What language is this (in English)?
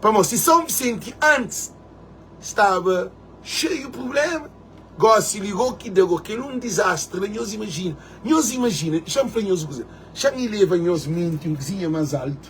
Kabuverdianu